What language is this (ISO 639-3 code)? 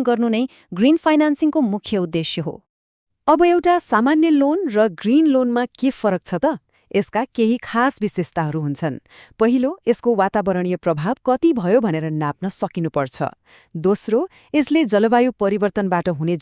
nep